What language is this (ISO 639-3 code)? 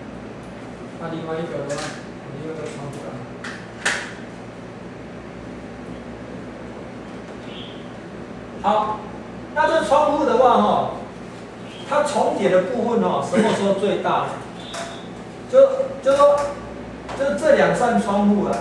zho